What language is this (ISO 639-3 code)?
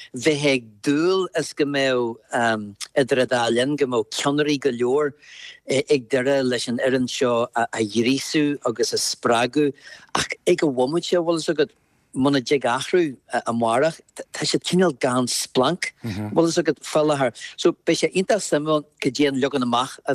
gle